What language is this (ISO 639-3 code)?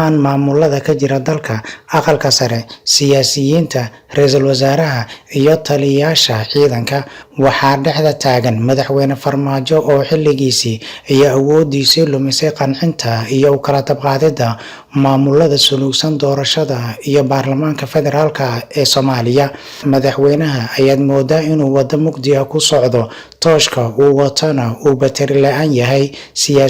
som